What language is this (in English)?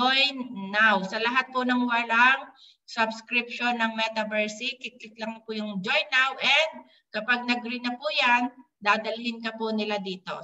Filipino